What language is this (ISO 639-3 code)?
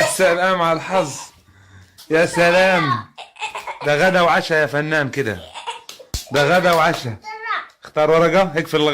arz